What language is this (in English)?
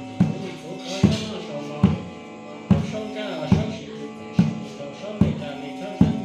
Hmong